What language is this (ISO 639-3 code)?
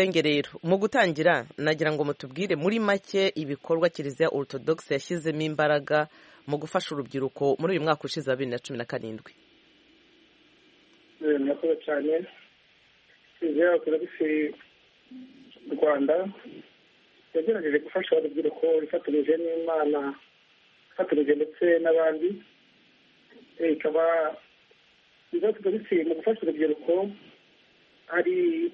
kin